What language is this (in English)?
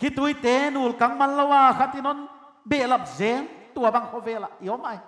Paite Chin